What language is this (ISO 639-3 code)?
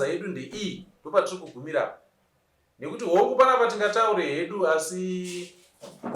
sna